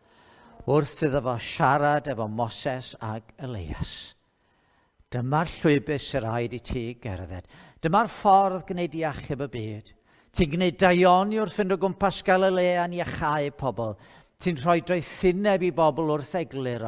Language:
Welsh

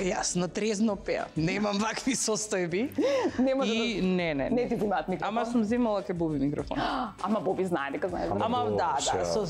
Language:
Macedonian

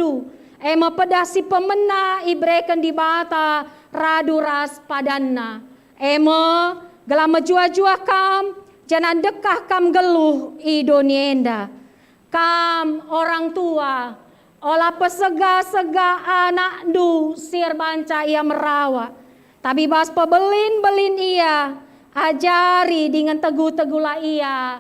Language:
Batak Karo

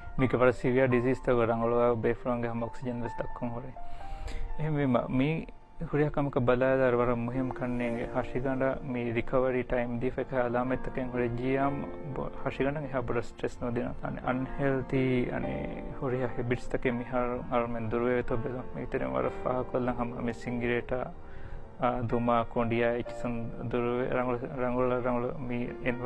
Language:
Divehi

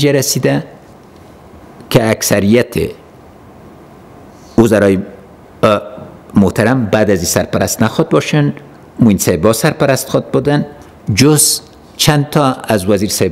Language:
Persian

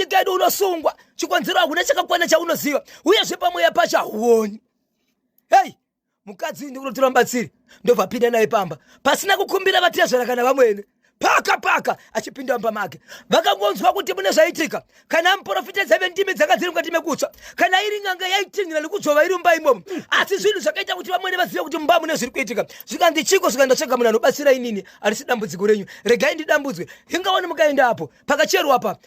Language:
Shona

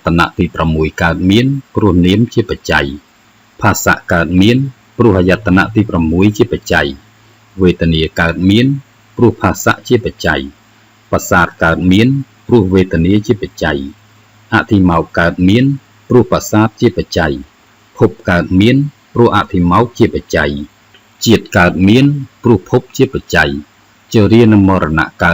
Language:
Khmer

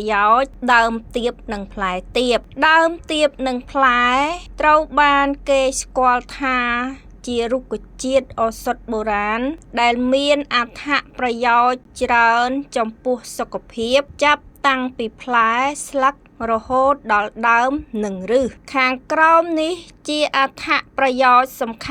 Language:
Khmer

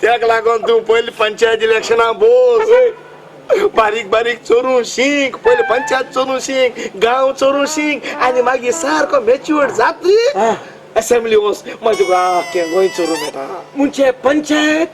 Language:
Konkani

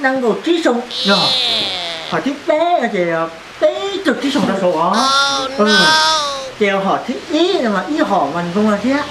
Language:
Hmong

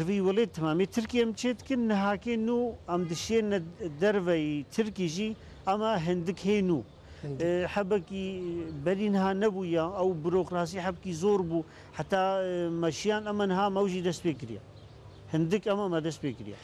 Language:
Kurdish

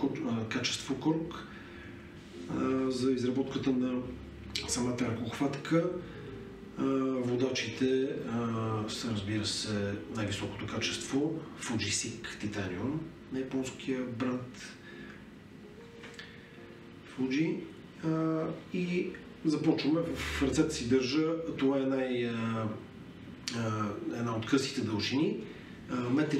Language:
Bulgarian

